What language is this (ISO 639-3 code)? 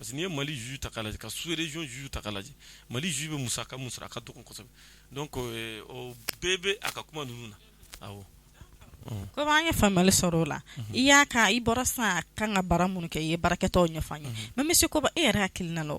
bam